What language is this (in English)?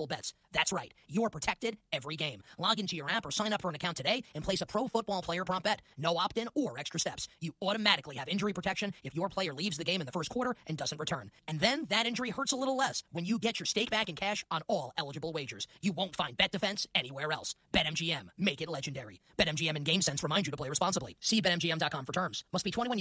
English